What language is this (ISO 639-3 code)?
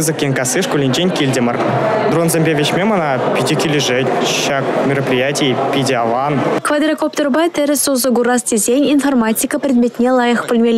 chv